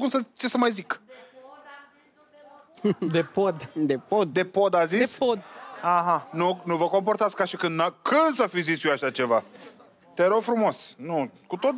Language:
Romanian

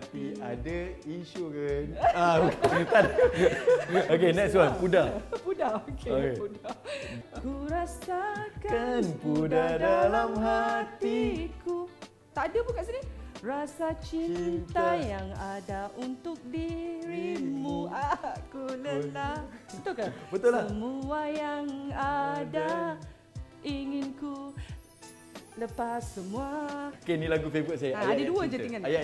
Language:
Malay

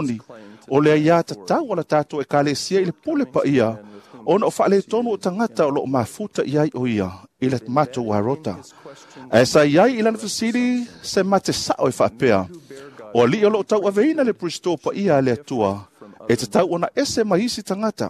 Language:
Samoan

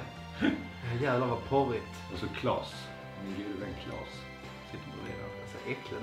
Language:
Swedish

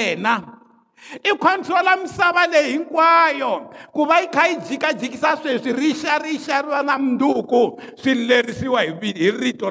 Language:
Tsonga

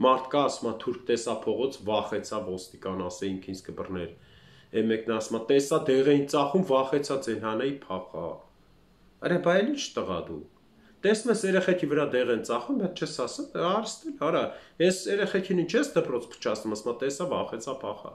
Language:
Armenian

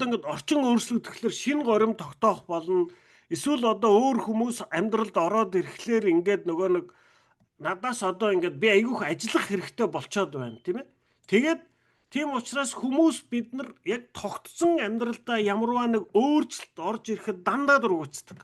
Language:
Mongolian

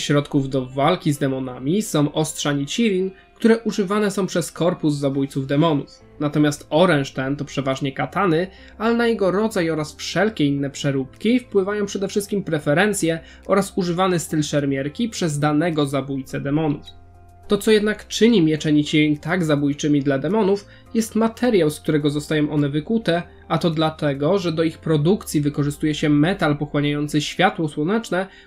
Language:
Polish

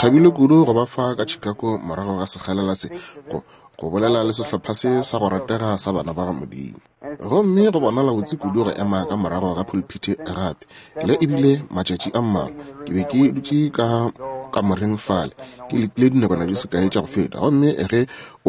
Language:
Northern Sotho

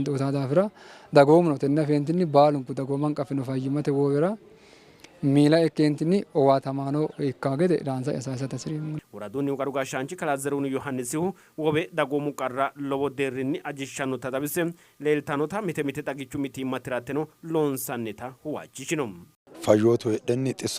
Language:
Sidamo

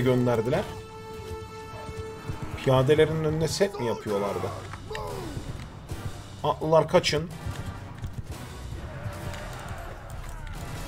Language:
Turkish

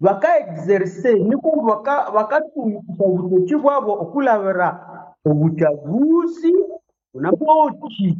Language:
Nande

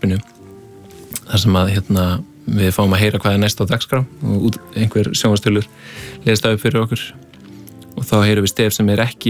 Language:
Icelandic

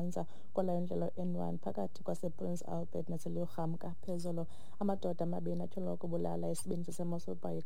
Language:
Xhosa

